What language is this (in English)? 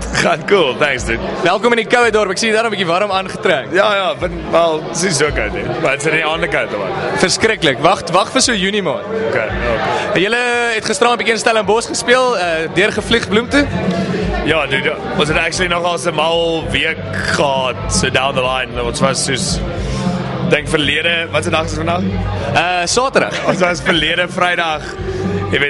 Afrikaans